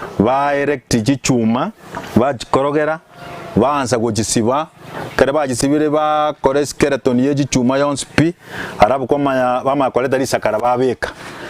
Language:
Gusii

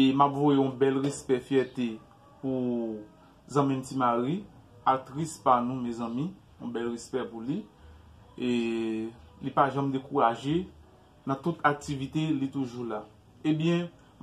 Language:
Haitian Creole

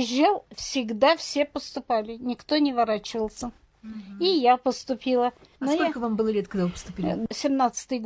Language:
Russian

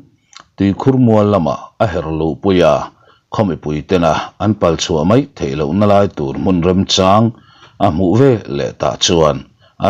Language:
Mizo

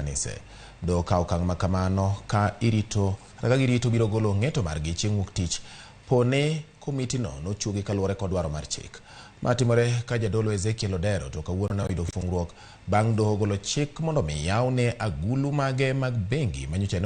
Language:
Luo (Kenya and Tanzania)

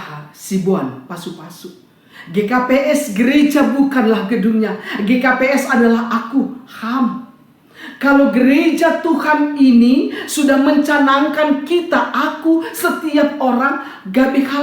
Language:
Batak Simalungun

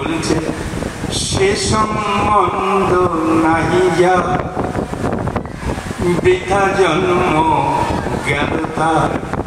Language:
Bangla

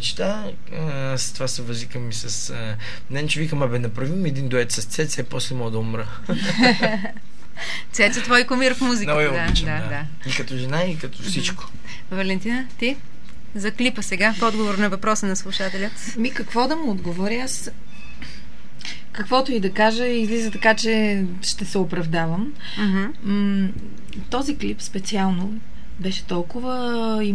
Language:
Bulgarian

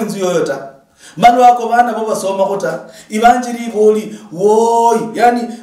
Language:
Luyia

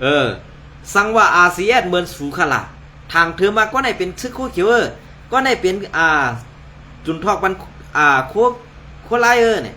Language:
Shan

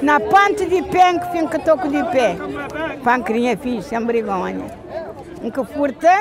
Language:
Kabuverdianu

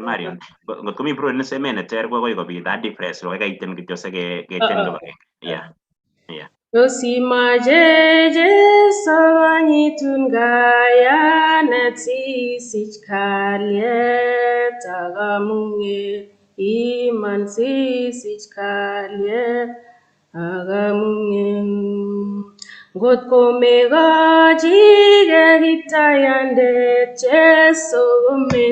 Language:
Kalenjin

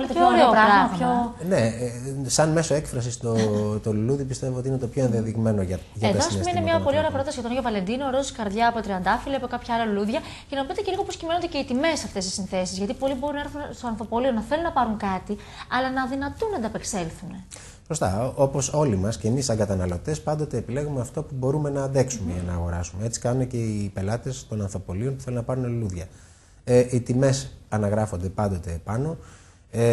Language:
Greek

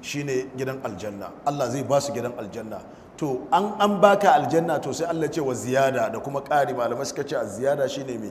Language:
Hausa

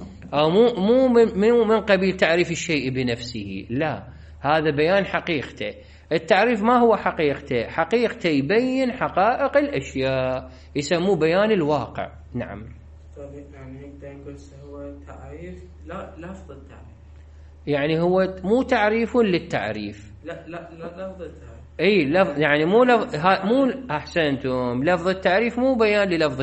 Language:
Mesopotamian Arabic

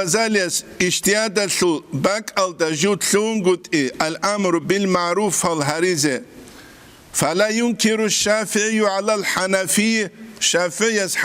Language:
Avaric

